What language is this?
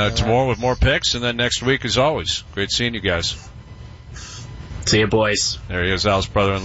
English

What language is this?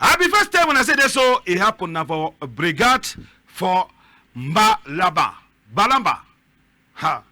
Cameroon Pidgin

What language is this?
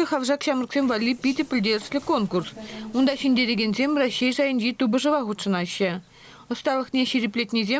Chuvash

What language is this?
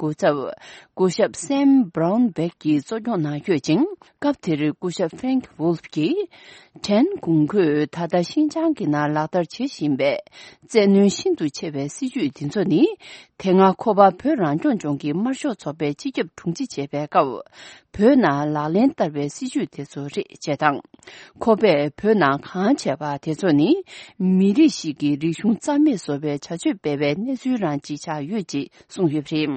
Tibetan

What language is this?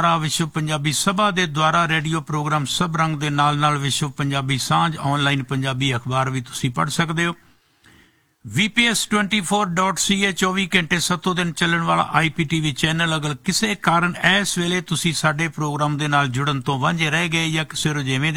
Punjabi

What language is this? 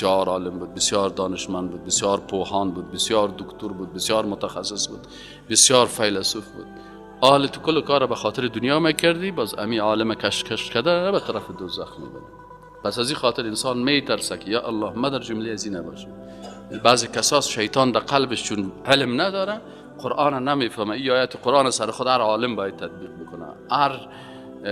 Persian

